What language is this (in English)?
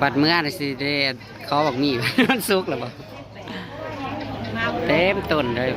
Northeastern Thai